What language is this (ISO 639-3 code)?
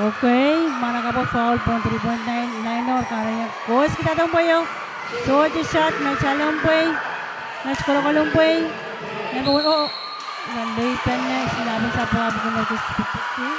pon